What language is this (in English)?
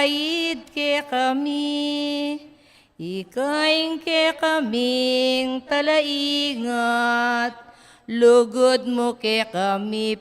Pampanga